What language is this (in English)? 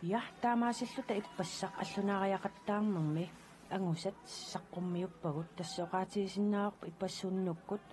Kalaallisut